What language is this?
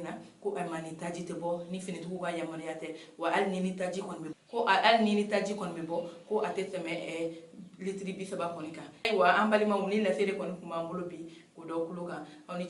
Bambara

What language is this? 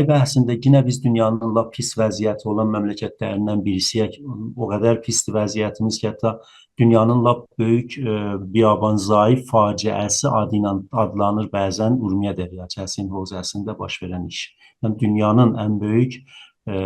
South Azerbaijani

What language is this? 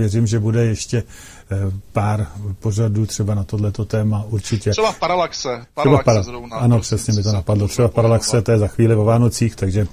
Czech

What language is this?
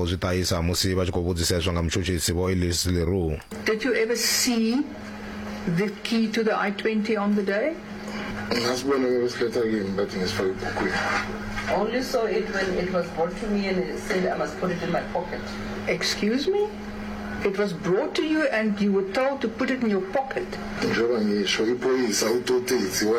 Venda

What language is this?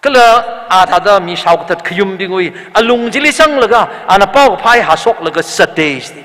Tangkhul Naga (India)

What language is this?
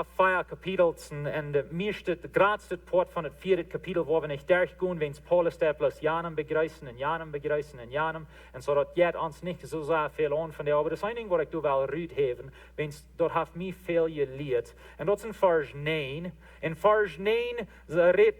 Plautdietsch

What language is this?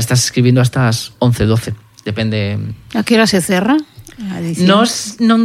Galician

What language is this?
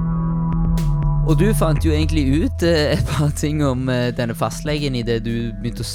Norwegian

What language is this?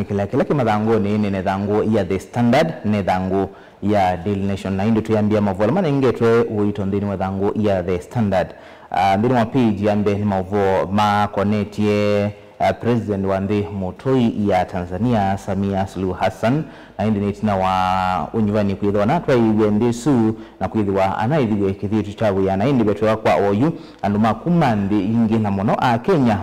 Kamba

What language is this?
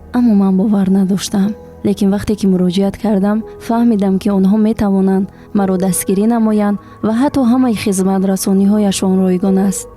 Tajik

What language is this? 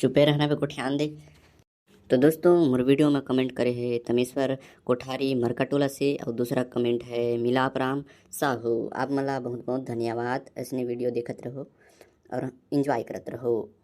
Chhattisgarhi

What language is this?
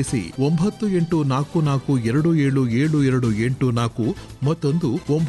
Kannada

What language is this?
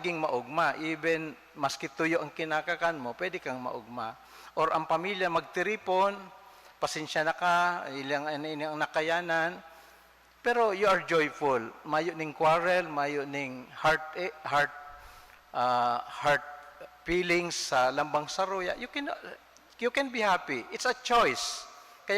Bikol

